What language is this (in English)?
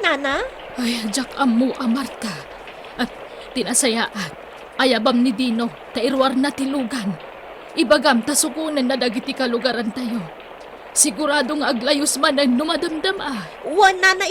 Iloko